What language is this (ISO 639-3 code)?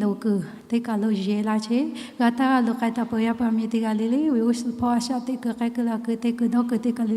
lhu